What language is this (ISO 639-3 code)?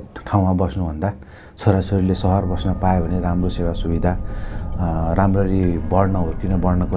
nep